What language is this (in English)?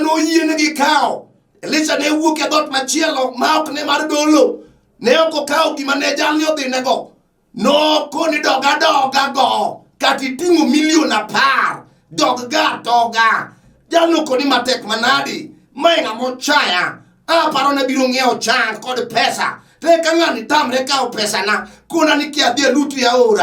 Luo (Kenya and Tanzania)